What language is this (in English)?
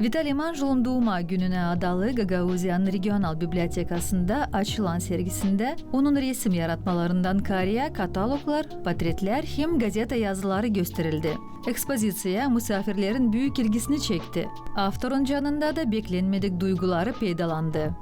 Gagauz